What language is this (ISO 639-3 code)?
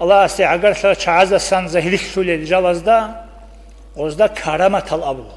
ava